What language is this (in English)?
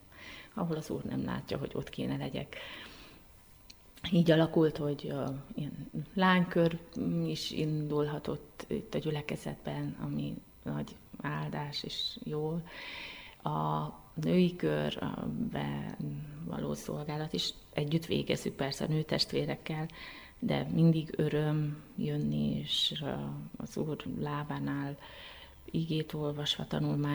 Hungarian